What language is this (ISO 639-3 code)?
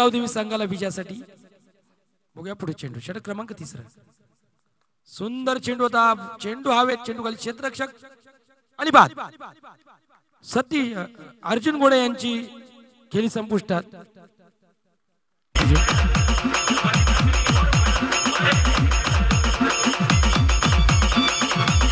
mar